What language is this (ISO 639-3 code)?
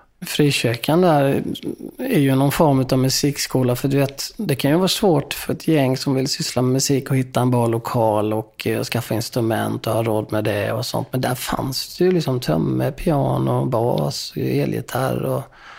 swe